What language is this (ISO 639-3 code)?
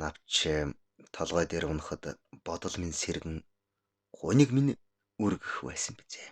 mon